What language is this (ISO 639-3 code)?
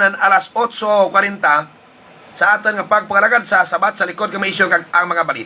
hil